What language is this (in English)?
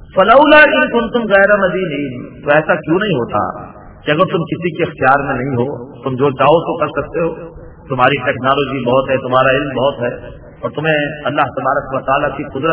Urdu